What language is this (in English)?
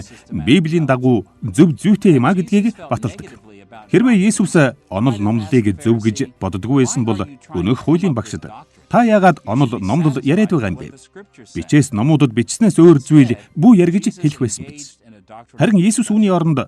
Mongolian